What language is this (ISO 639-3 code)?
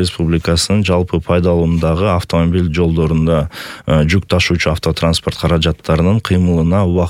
kir